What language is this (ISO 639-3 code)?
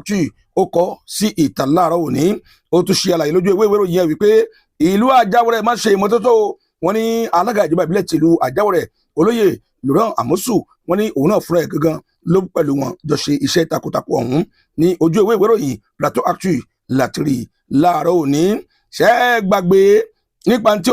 yor